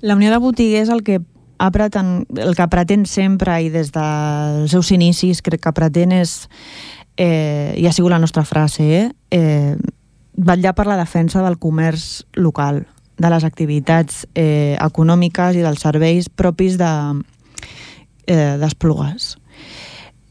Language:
Catalan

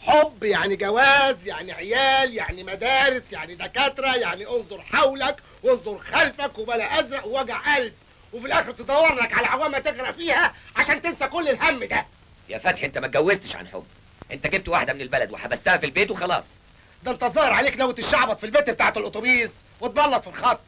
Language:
Egyptian Arabic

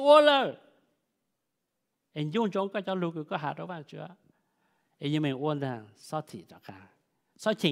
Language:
Vietnamese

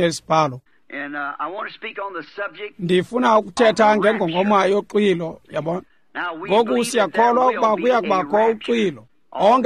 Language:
Xhosa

